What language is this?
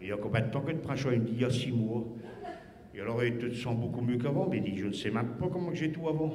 Picard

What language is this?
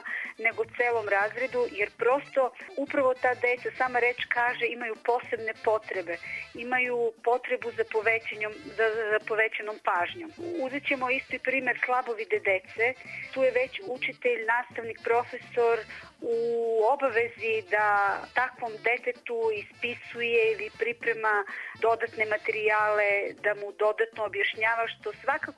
Serbian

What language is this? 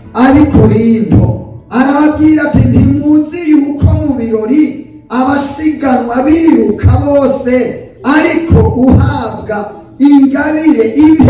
Rundi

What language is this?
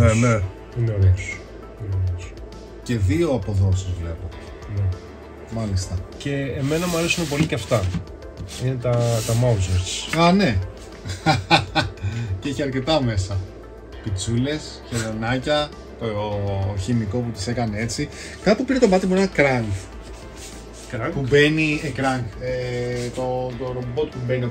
Greek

